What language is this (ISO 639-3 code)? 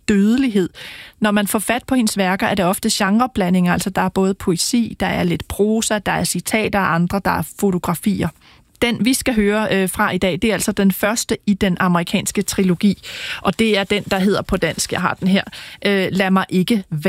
dan